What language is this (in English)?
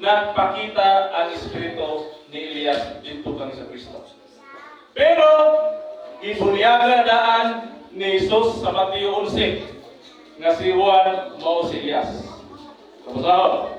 Cebuano